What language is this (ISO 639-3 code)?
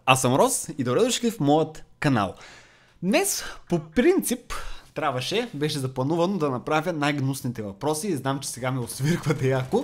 bul